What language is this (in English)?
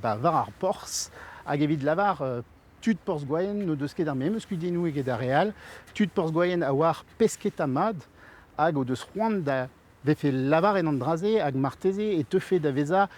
Breton